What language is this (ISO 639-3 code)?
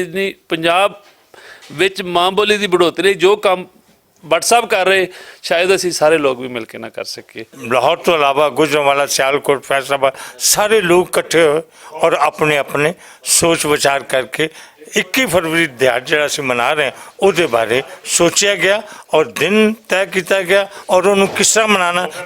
lah